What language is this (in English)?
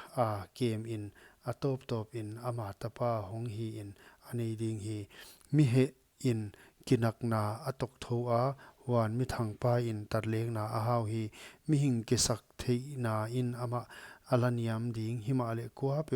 Paite Chin